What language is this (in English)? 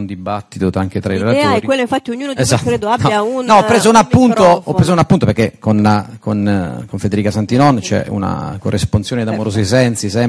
Italian